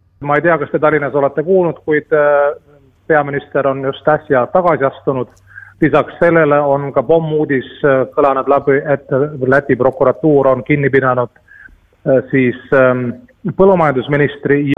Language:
Estonian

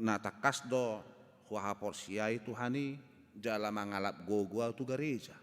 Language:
Batak Toba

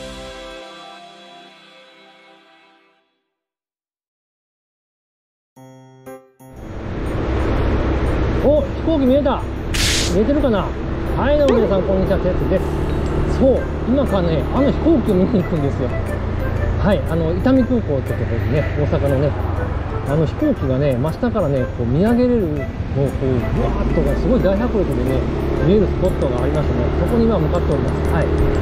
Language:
Japanese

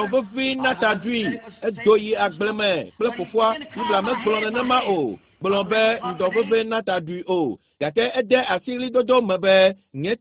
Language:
Ewe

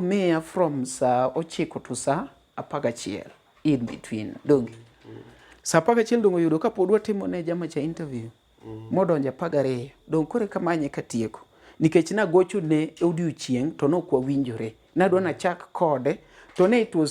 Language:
Luo (Kenya and Tanzania)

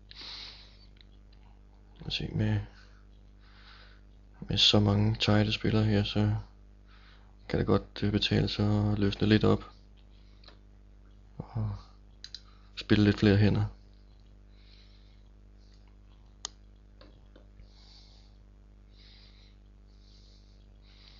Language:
Danish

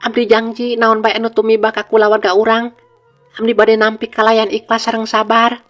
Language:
Sundanese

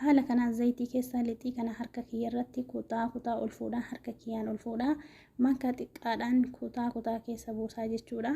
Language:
Oromo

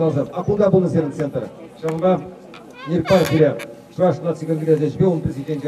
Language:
Chuvash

